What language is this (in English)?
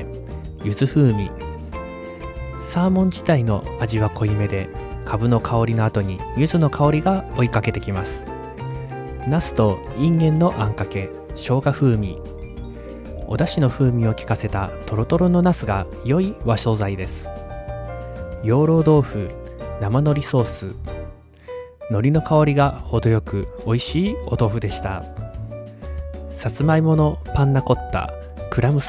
Japanese